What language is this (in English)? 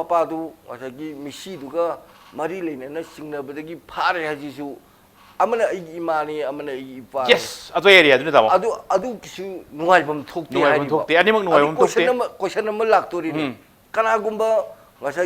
Manipuri